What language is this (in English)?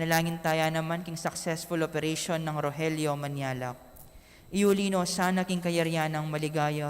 Pampanga